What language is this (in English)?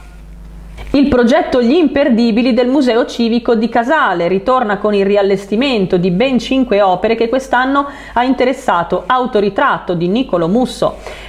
Italian